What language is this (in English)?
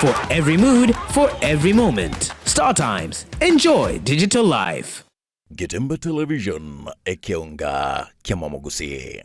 Gusii